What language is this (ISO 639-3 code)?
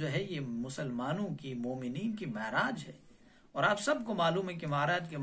urd